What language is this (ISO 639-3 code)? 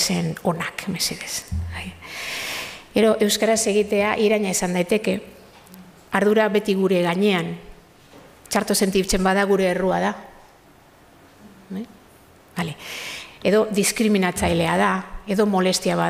eus